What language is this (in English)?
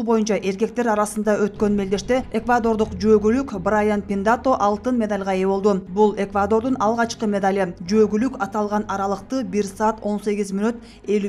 Kyrgyz